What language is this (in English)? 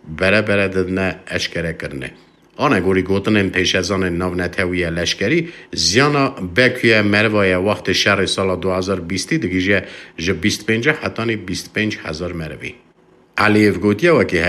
Kurdish